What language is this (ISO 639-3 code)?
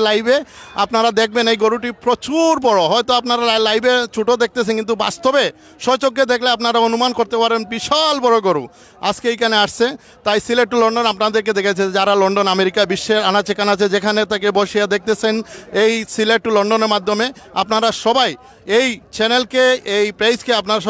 syl